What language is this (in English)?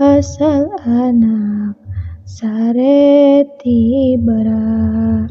Sundanese